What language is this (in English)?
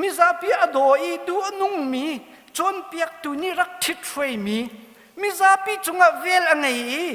Hakha Chin